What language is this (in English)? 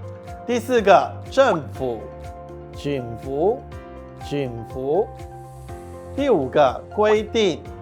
Hakka Chinese